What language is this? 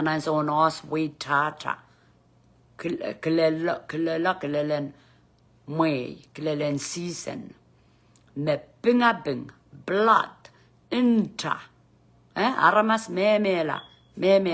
Pohnpeian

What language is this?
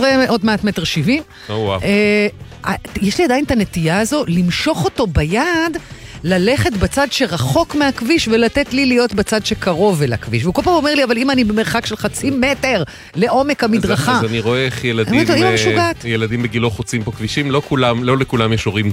Hebrew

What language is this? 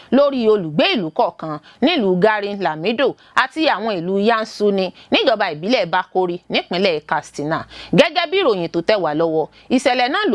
Yoruba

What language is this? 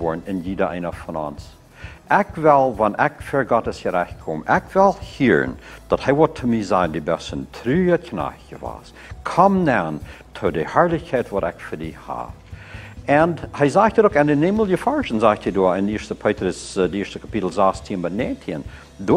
Plautdietsch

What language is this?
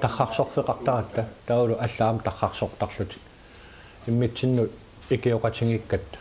Kalaallisut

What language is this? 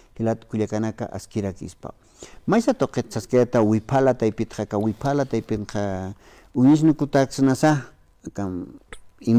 Aymara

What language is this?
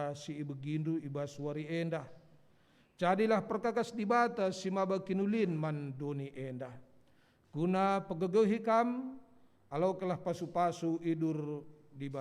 Batak Karo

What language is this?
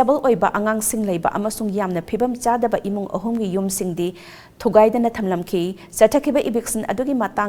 Manipuri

